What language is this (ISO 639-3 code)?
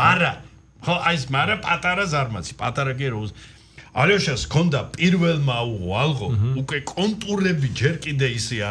kat